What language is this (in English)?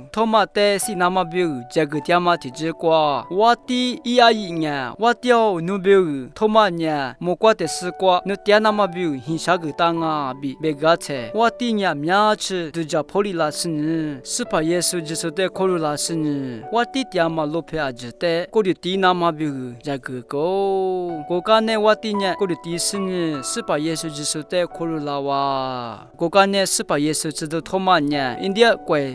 Lisu